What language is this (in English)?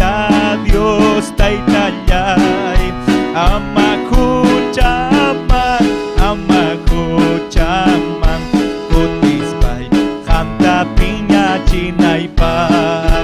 Ayacucho Quechua